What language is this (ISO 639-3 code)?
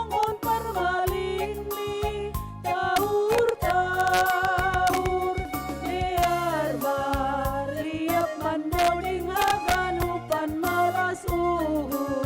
bts